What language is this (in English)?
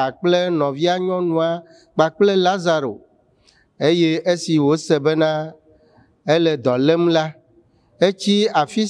Ewe